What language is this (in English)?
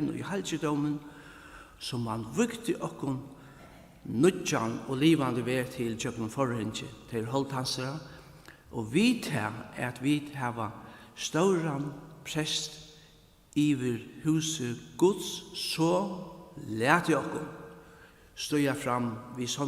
Faroese